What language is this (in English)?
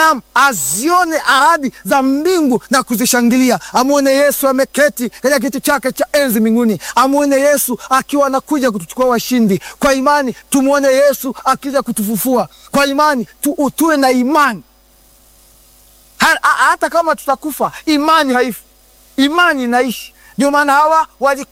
Swahili